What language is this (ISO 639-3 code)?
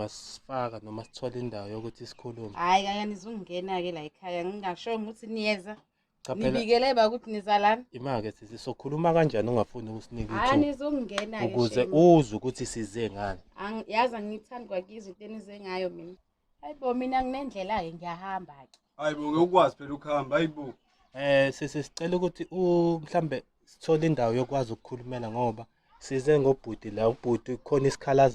zul